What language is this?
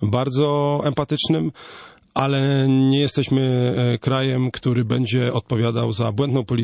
Polish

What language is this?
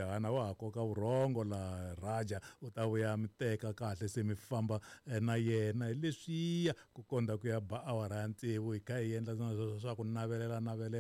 Tsonga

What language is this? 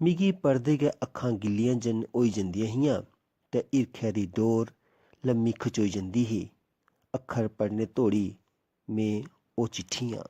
Dogri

